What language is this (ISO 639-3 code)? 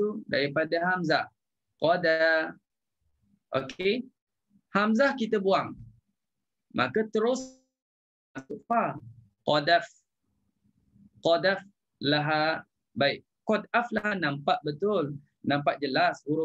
msa